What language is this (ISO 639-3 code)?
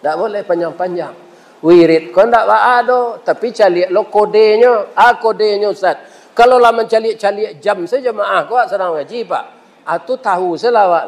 min